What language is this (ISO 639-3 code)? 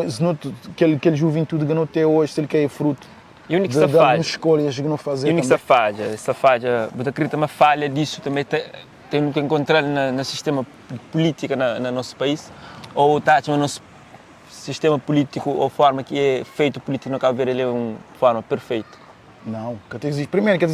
kea